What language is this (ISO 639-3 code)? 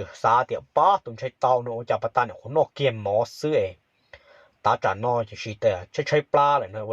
hmn